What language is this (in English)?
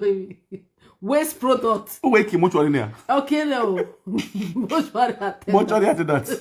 Nigerian Pidgin